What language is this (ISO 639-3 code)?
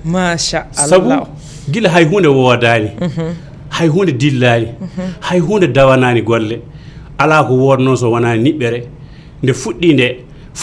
ful